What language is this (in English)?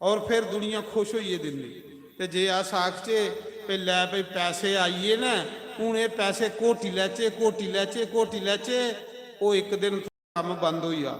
Dogri